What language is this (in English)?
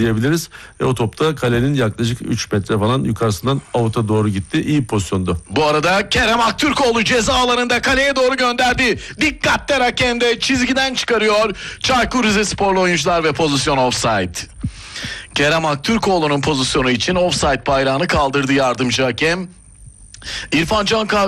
Turkish